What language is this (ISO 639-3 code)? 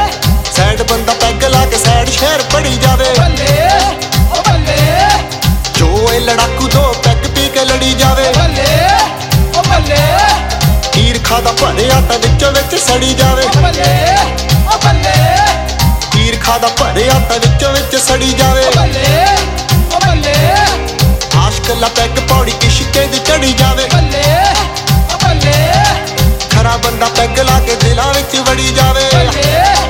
pan